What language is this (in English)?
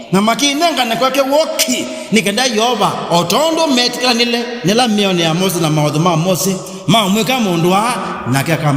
Kamba